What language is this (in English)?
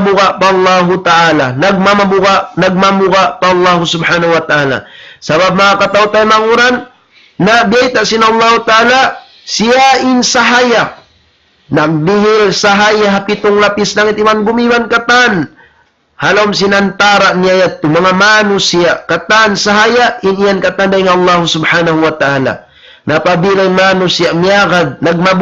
Tausug